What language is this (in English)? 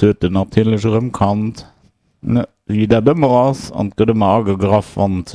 Luxembourgish